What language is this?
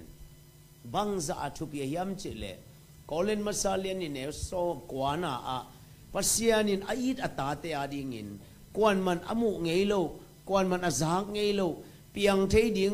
Tedim Chin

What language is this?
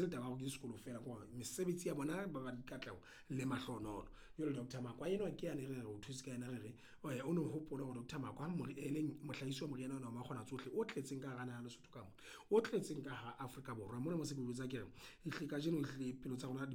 Southern Sotho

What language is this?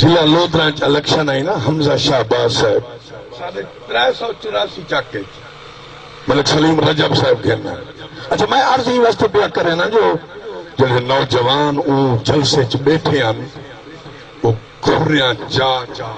Saraiki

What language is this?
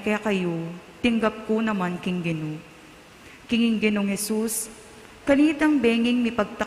Pampanga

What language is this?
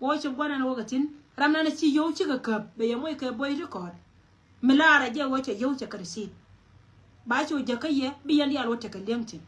Nuer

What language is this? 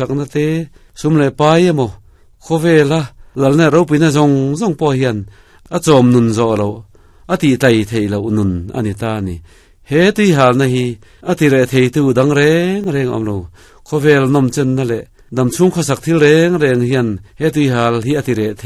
Mizo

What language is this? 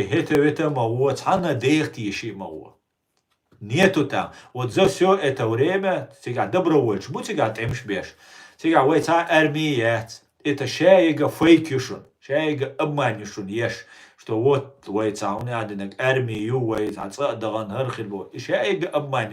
Chechen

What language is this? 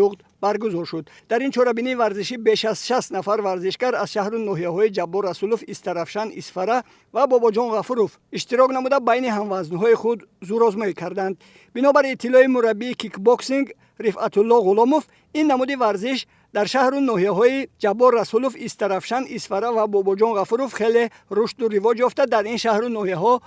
Tajik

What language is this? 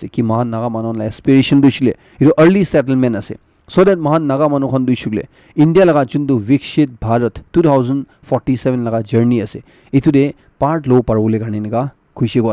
Naga Pidgin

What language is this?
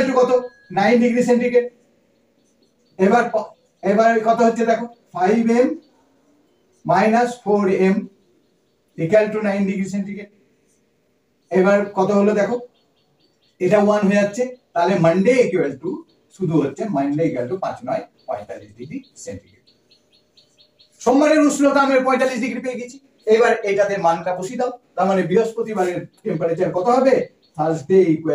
Bangla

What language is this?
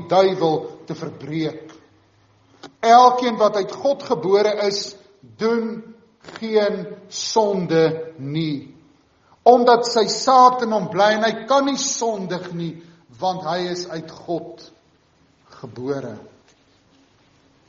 Afrikaans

